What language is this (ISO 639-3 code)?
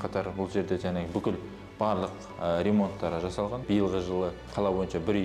kaz